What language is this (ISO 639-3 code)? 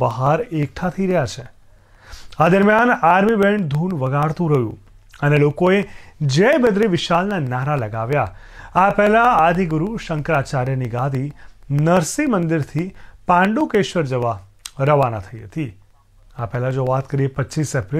guj